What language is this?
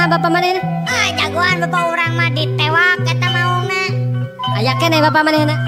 Sundanese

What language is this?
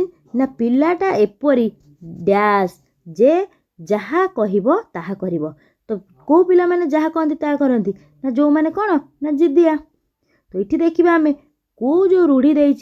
Odia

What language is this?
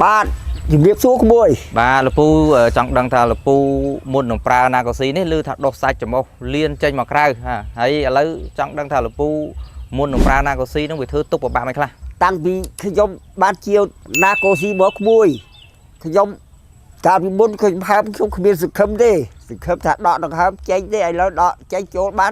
Khmer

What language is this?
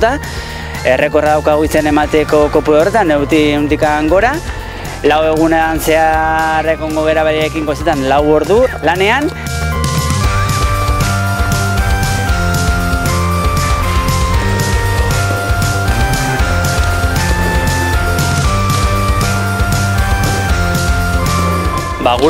Basque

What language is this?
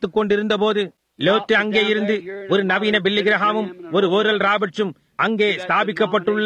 Tamil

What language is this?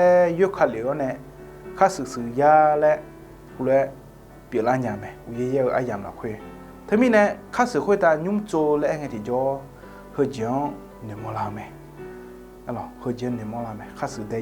Akha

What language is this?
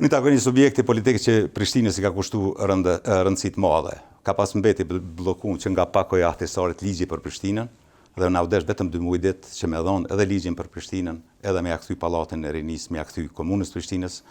Albanian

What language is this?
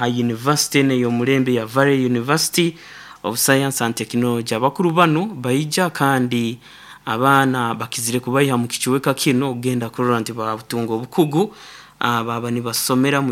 Nyankole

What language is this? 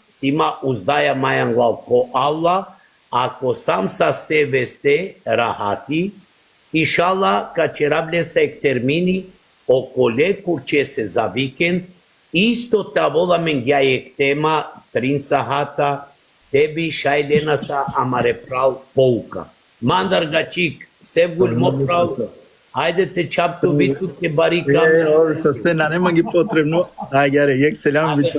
Balkan Romani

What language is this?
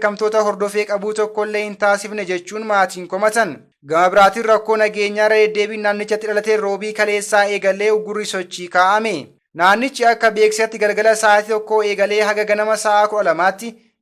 Oromo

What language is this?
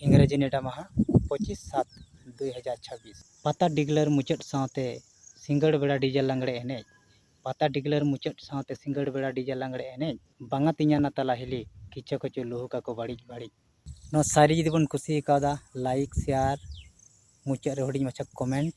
Santali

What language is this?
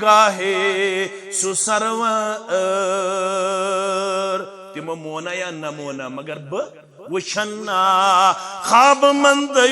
Kashmiri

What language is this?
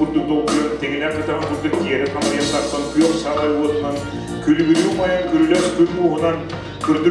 Yakut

